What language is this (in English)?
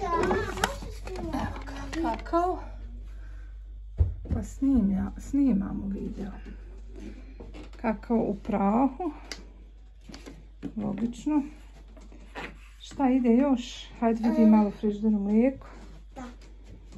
Bosnian